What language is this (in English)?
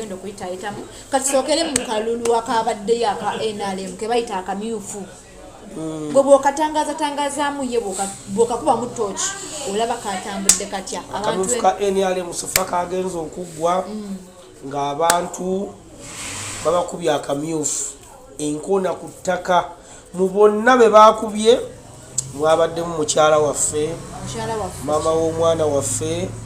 Ganda